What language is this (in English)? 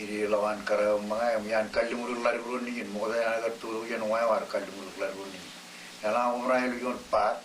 Marshallese